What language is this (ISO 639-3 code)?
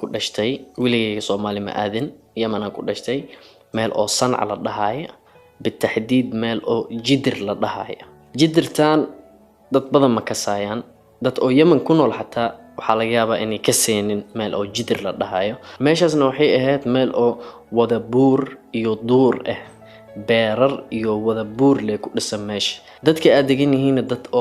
som